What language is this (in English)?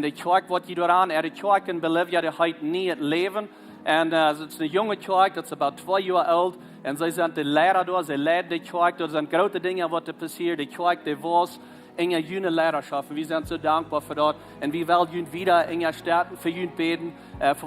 Plautdietsch